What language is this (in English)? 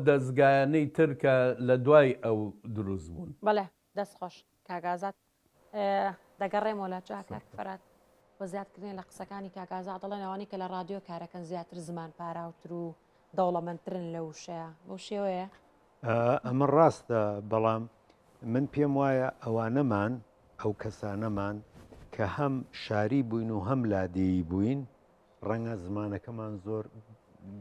Central Kurdish